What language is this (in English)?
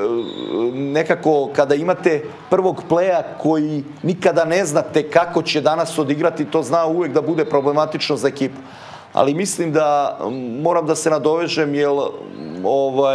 Serbian